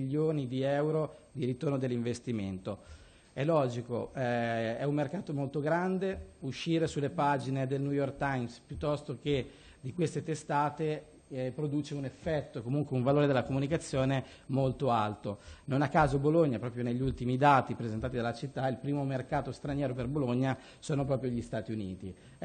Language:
Italian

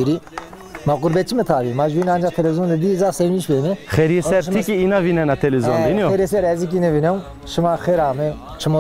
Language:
Zaza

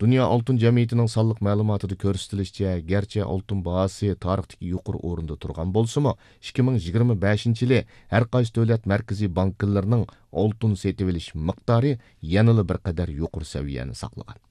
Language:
Uyghur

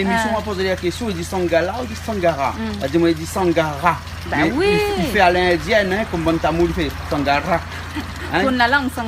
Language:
Réunion Creole French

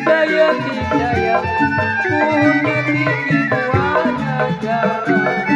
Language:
Betawi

